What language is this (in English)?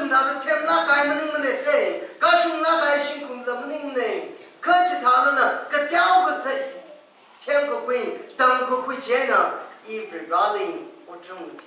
Tangkhul Naga (India)